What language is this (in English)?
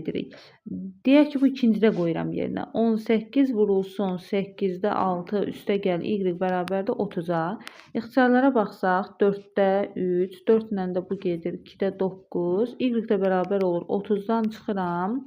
Azerbaijani